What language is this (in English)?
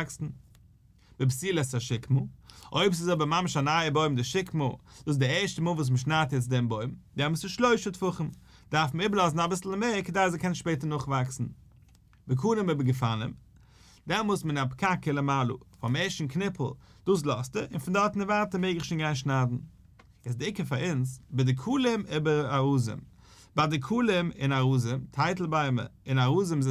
Yiddish